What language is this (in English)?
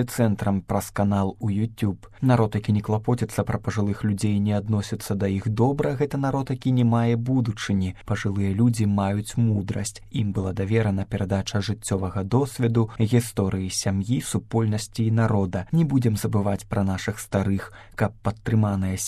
Belarusian